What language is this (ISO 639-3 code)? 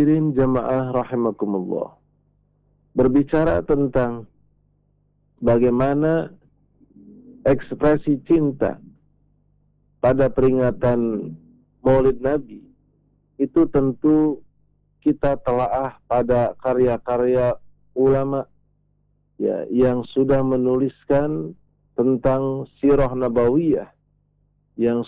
ind